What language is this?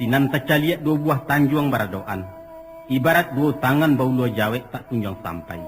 Minangkabau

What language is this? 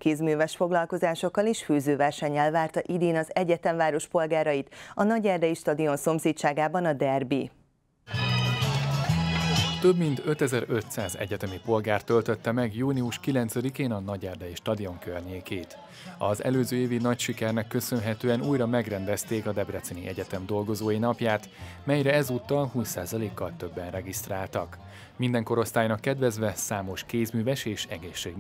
Hungarian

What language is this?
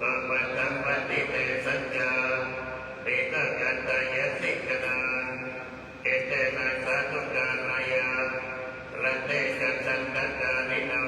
Pali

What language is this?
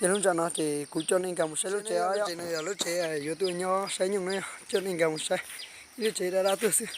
Hmong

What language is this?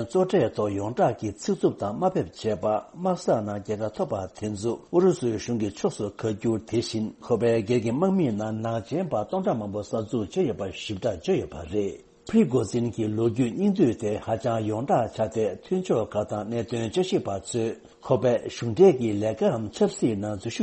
Tibetan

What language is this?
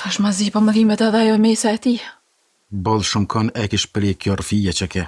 Albanian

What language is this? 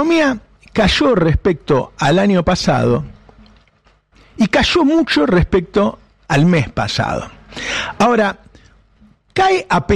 Spanish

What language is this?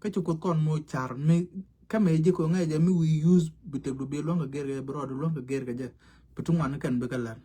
Nuer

